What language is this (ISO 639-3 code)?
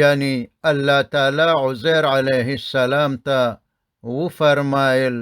pus